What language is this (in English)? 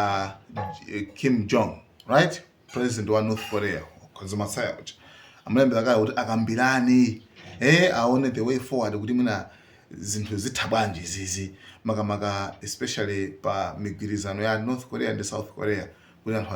Nyanja